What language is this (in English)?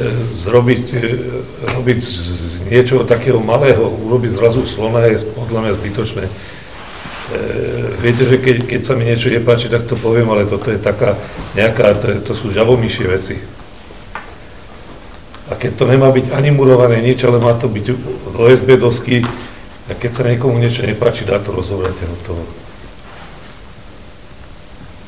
Slovak